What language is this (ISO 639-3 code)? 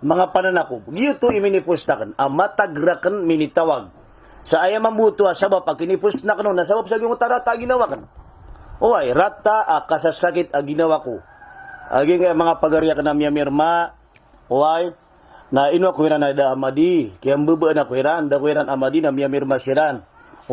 mrw